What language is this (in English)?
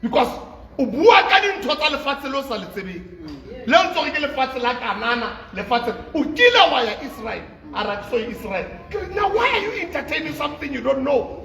Southern Sotho